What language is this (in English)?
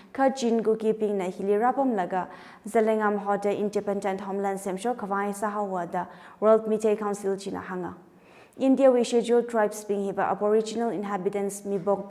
Tangkhul Naga (India)